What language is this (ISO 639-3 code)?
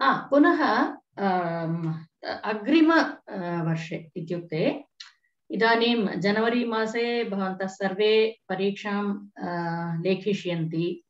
san